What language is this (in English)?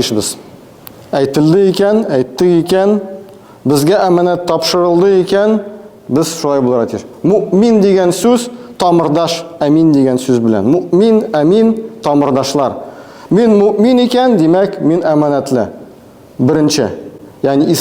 Tatar